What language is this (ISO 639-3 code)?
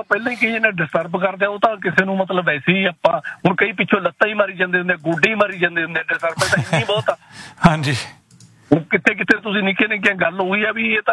pan